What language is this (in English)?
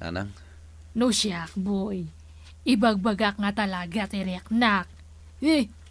Iloko